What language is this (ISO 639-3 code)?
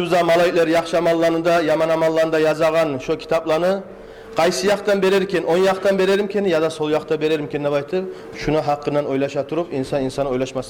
kum